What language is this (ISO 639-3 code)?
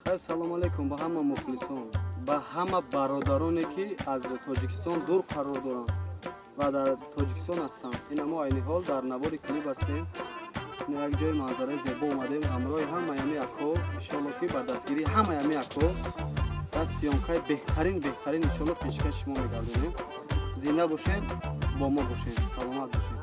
tgk